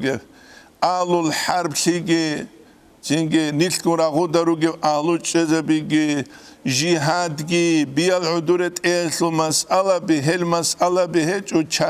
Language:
Avaric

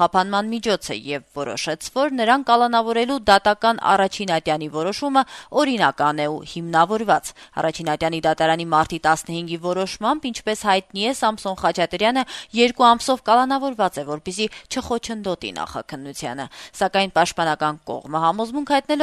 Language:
Armenian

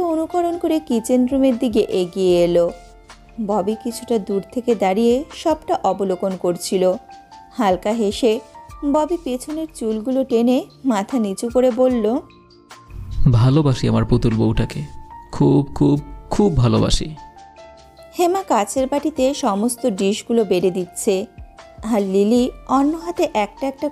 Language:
Bangla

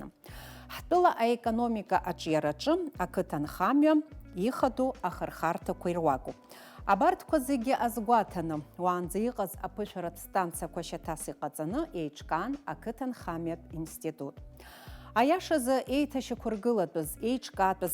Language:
Abkhazian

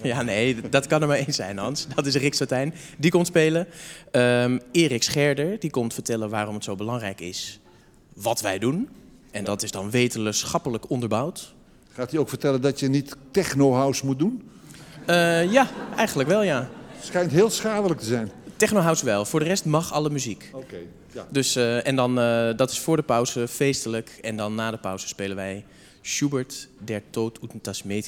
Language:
Dutch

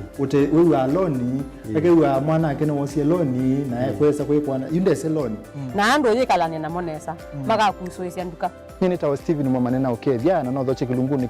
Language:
Kamba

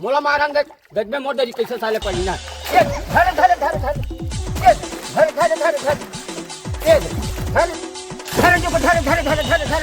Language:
Chhattisgarhi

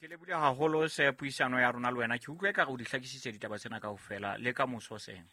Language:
Southern Sotho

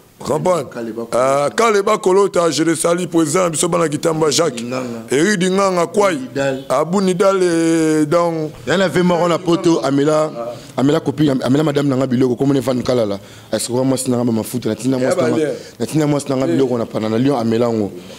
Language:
Lingala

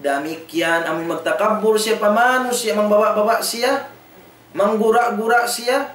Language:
Tausug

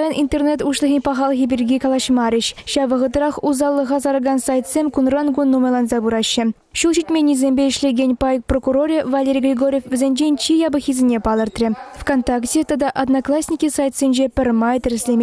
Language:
Chuvash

